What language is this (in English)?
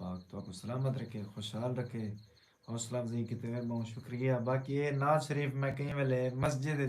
Saraiki